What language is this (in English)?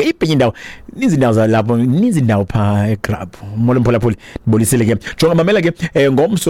Xhosa